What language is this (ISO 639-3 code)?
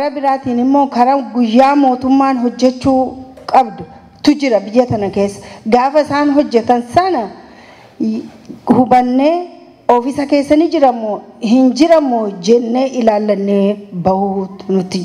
orm